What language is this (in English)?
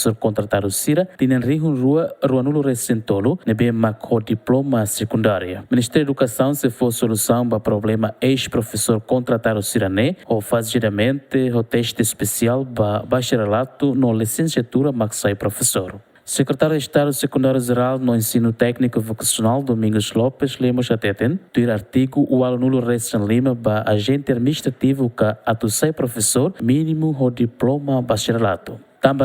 Tetum